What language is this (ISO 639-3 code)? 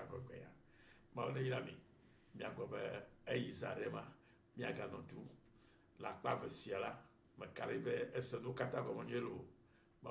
ewe